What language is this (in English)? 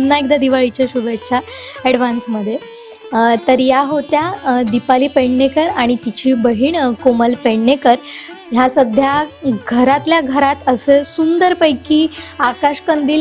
Marathi